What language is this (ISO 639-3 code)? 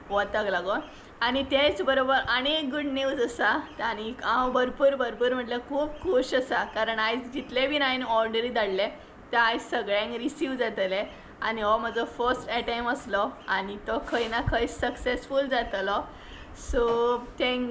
kok